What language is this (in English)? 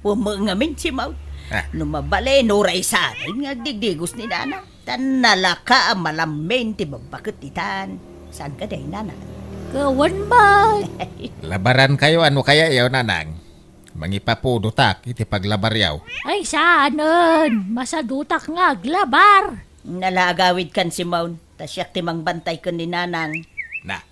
Iloko